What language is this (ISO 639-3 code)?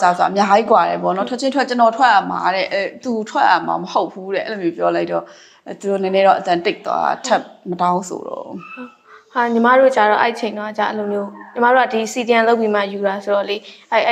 mya